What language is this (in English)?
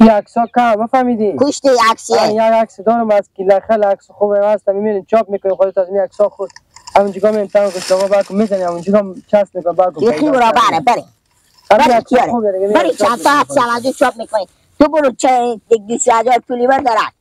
Persian